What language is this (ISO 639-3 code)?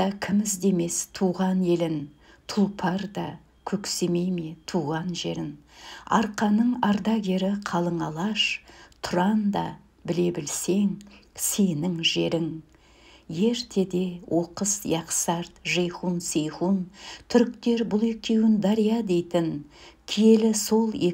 kaz